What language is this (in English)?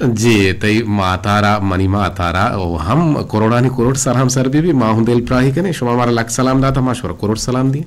Eastern Balochi